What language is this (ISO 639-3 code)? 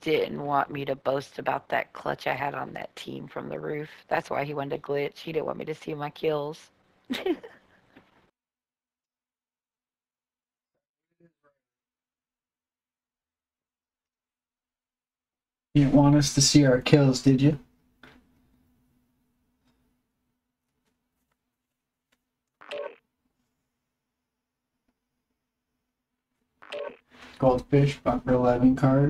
eng